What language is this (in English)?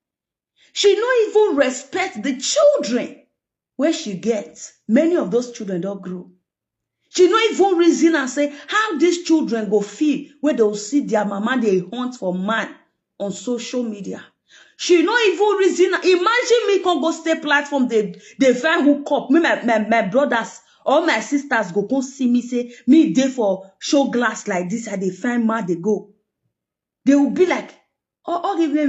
Nigerian Pidgin